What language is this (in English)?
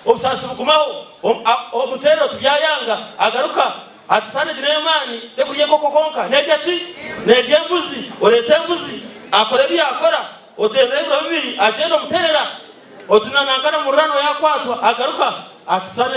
Nyankole